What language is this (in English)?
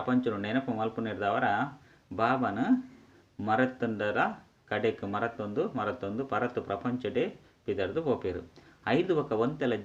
Tulu